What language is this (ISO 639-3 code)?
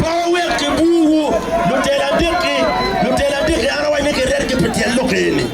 ach